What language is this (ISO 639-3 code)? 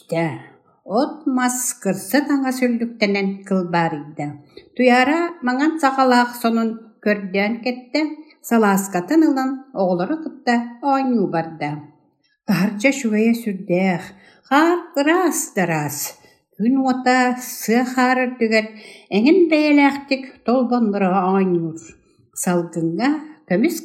sah